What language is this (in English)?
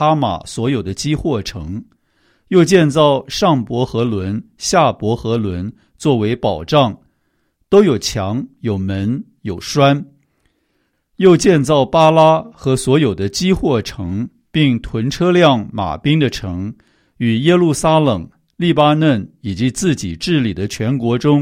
Chinese